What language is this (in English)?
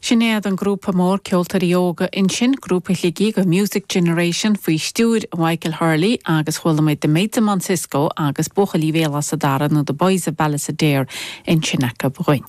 Irish